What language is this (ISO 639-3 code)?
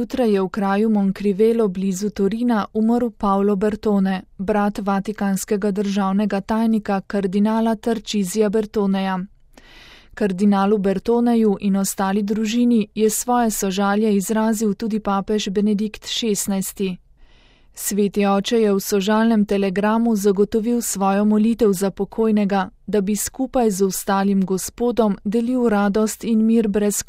slv